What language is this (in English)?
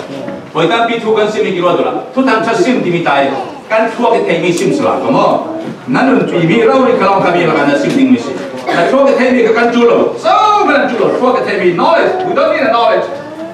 Falam Chin